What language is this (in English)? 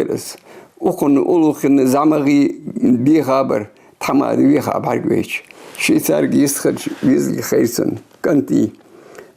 Ingush